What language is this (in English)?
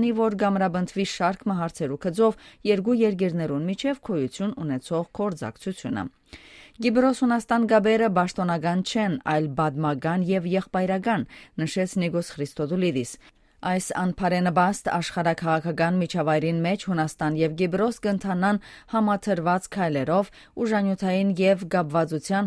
Western Armenian